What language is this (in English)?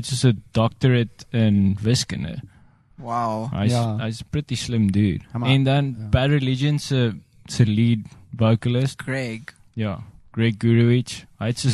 Afrikaans